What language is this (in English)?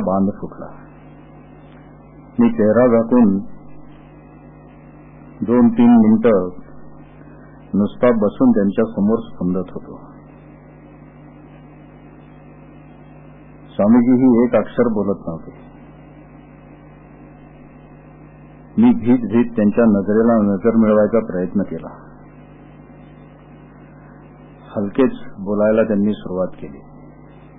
Marathi